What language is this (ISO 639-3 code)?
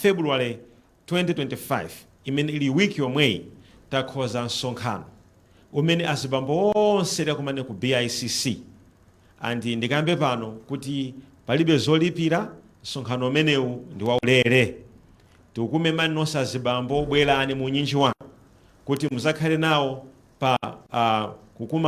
nya